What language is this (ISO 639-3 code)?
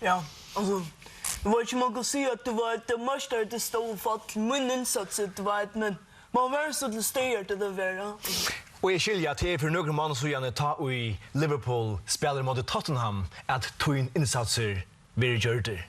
fao